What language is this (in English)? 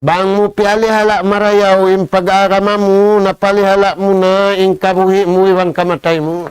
Tausug